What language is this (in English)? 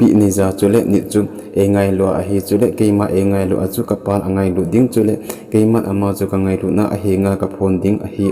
Thado Chin